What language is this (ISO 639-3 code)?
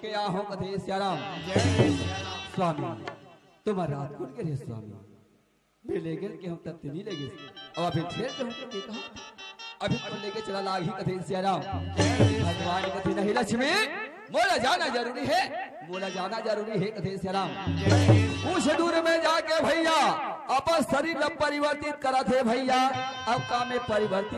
hne